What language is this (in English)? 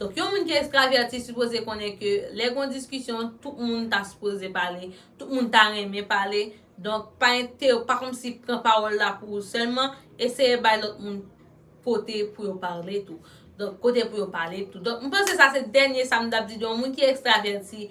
Haitian Creole